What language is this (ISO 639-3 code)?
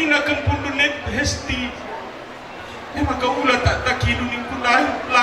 btx